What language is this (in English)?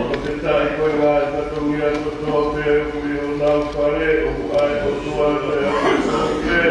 Tongan